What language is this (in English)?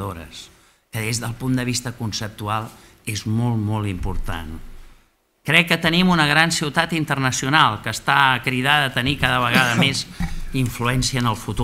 Catalan